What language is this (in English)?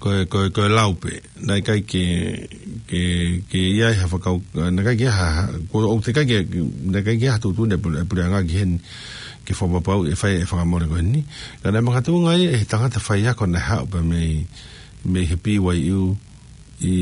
Tongan